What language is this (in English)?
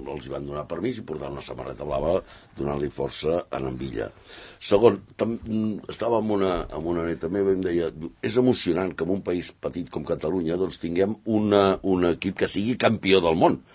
Catalan